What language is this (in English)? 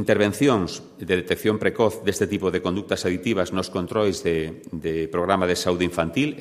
Galician